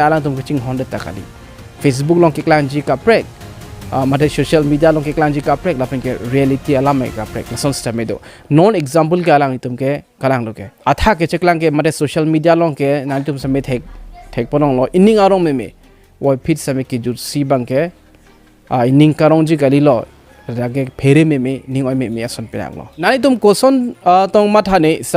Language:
Karbi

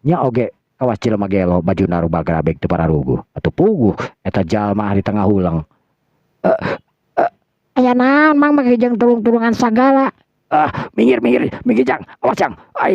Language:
Sundanese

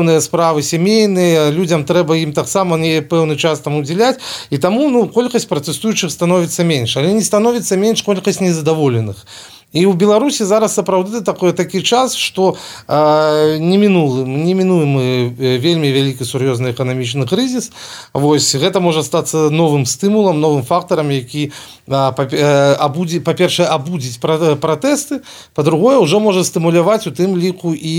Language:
Belarusian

